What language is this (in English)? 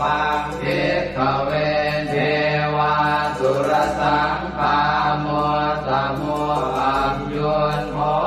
Pali